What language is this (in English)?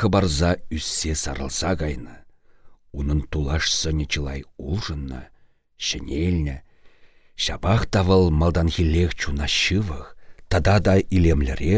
Chuvash